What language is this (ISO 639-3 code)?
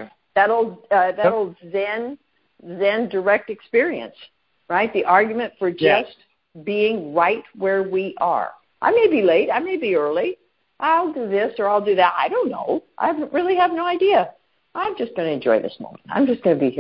eng